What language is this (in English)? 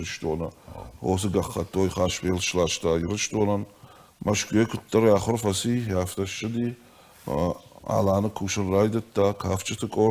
Ossetic